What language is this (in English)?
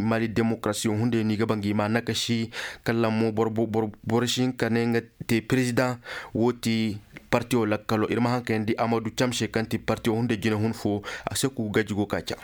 Koyraboro Senni